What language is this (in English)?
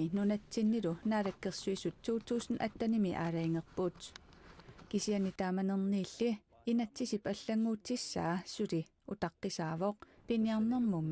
Kalaallisut